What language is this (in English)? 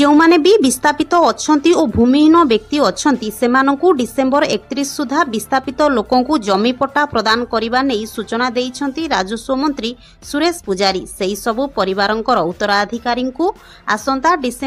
Odia